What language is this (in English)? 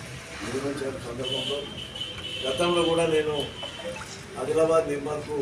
Telugu